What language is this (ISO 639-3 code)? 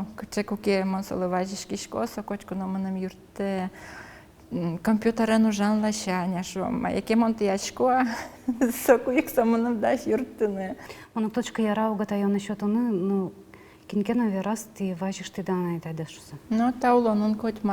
udm